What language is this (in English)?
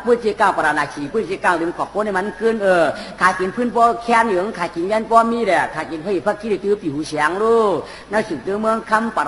Shan